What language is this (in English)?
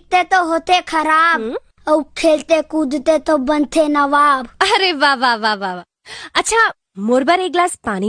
Chhattisgarhi